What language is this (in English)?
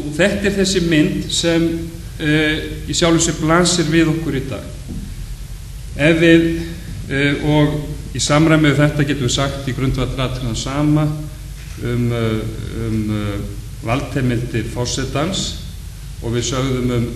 Icelandic